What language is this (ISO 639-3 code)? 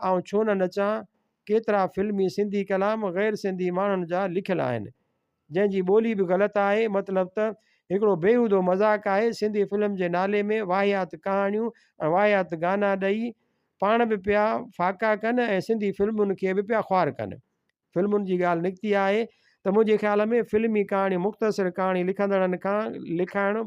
snd